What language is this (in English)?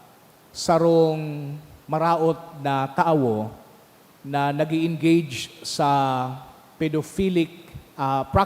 Bikol